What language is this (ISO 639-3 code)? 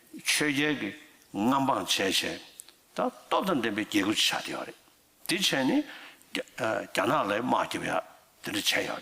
bod